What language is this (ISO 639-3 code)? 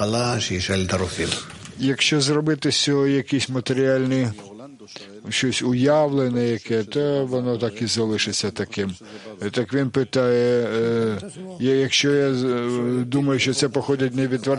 ukr